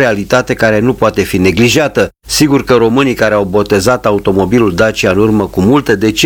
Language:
Romanian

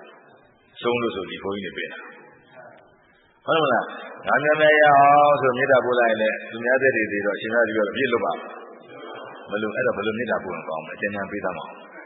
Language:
Burmese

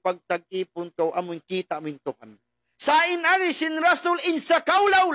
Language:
Tausug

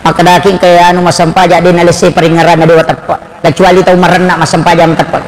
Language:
Buginese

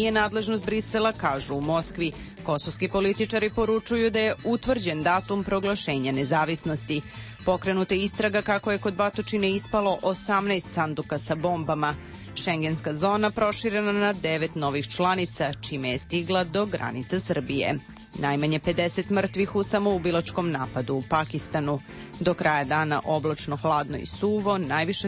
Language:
Serbian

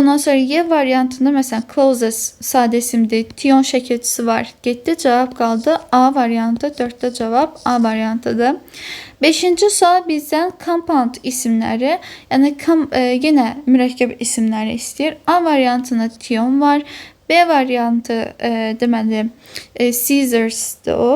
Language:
Azerbaijani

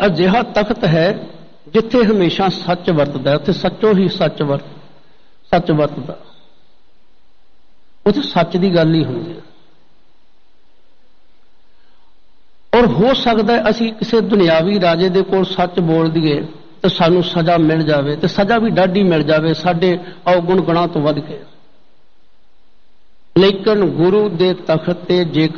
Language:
Punjabi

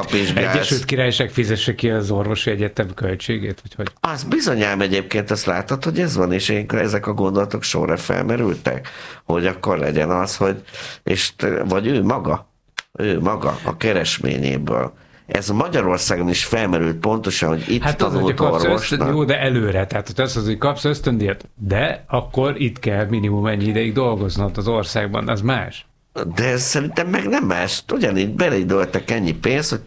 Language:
Hungarian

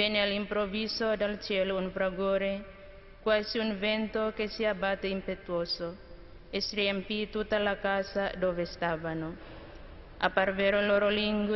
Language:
Italian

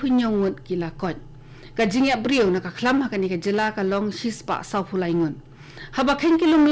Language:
Khasi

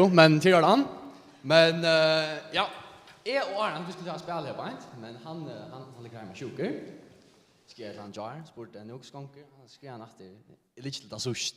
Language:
Faroese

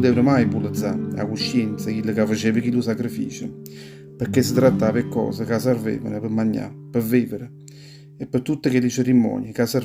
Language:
Neapolitan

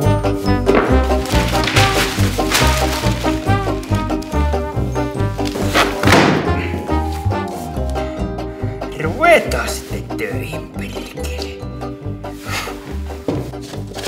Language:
Finnish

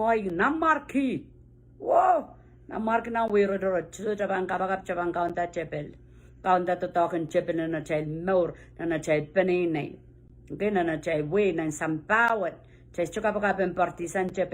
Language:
Pohnpeian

